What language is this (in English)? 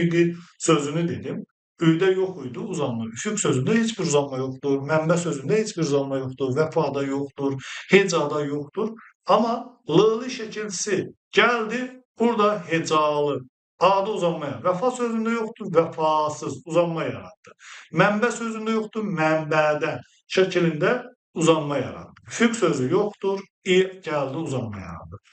Azerbaijani